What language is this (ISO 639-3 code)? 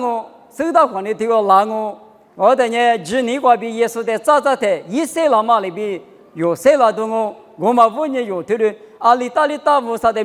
lis